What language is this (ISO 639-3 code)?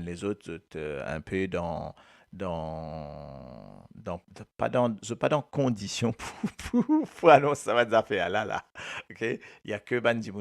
mfe